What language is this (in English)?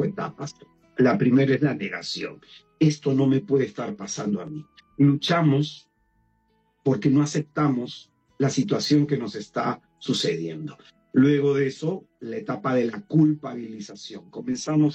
Spanish